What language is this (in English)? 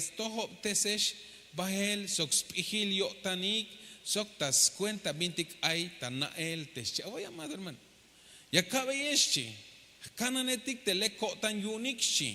Tzeltal